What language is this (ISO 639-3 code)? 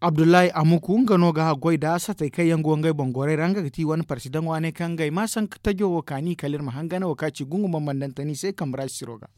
dje